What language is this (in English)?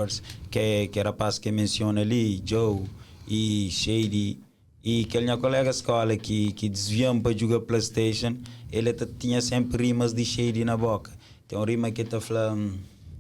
Kabuverdianu